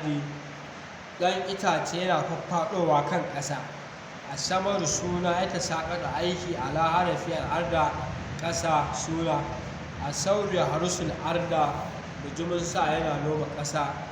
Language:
Hausa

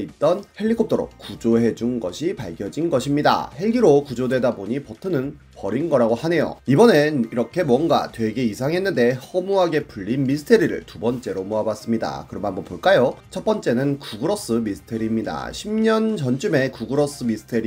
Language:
Korean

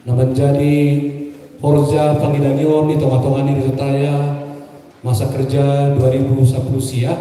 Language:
Batak Simalungun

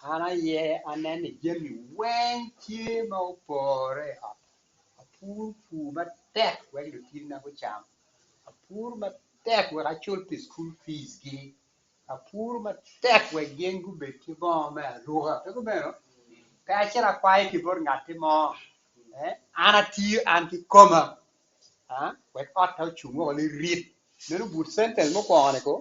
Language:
Acoli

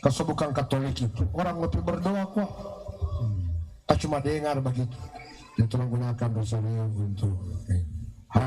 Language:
Manado Malay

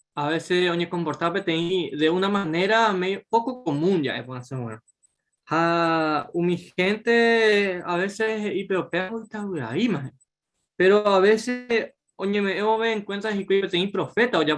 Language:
Guarani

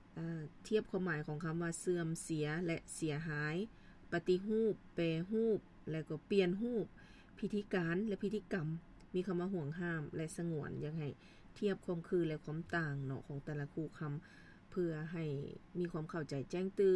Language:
Lao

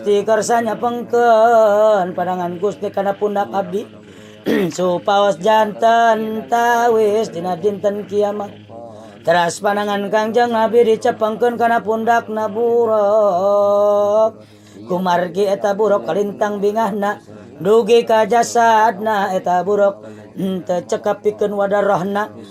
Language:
Sundanese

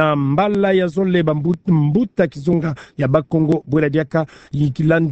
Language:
Kituba (Democratic Republic of Congo)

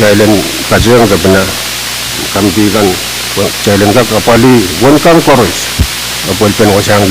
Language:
Pohnpeian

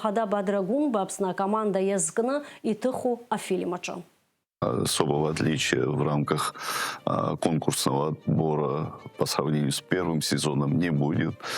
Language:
Abkhazian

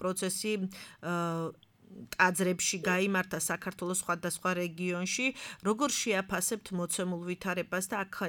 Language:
Georgian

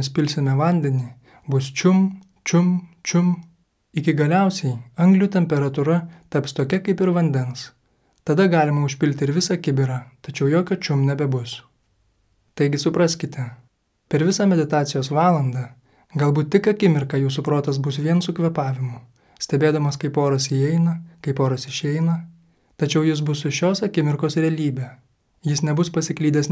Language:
Lithuanian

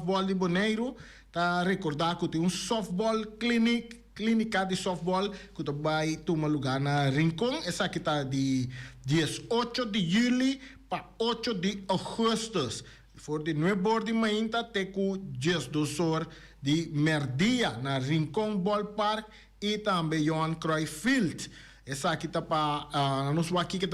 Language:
Papiamento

